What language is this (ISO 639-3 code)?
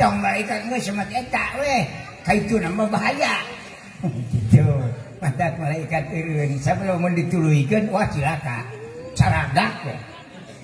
sun